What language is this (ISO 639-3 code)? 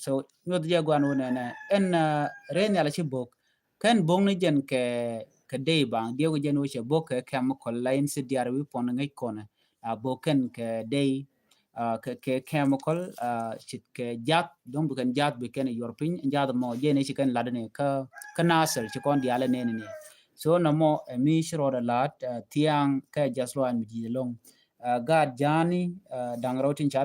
nus